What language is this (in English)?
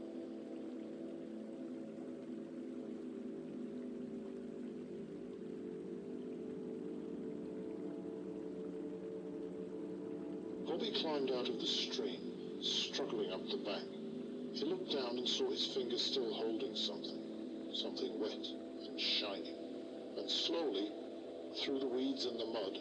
English